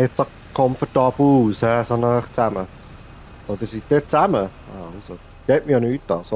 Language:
Swiss German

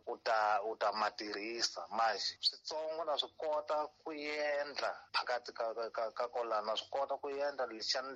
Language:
Tsonga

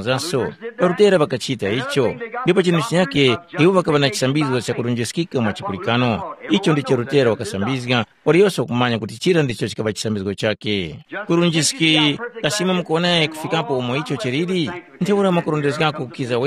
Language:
Tumbuka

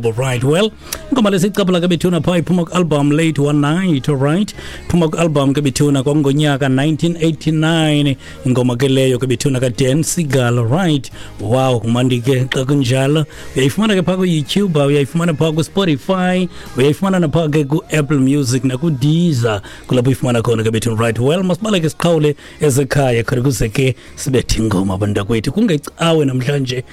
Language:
Xhosa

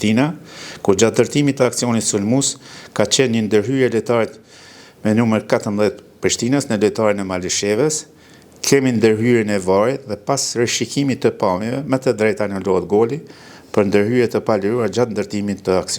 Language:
Albanian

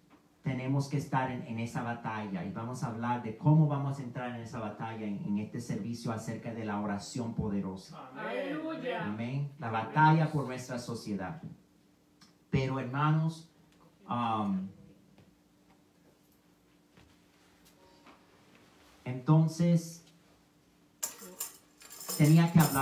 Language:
Spanish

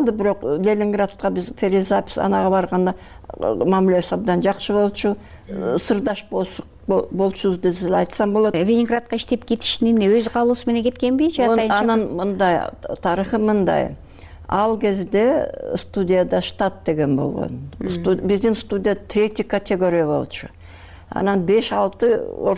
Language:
Kyrgyz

